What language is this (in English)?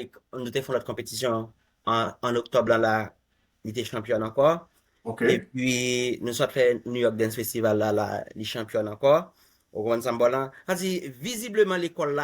Haitian Creole